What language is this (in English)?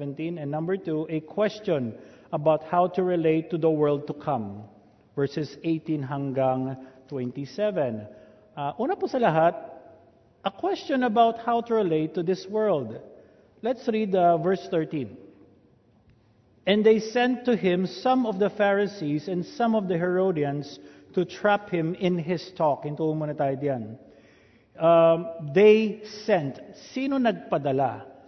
Filipino